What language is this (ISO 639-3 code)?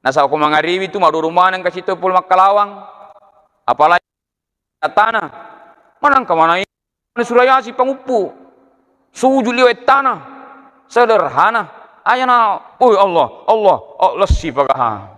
bug